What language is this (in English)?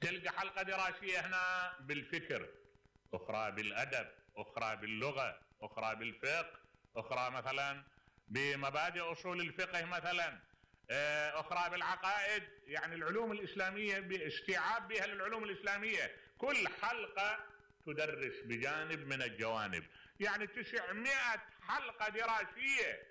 Mesopotamian Arabic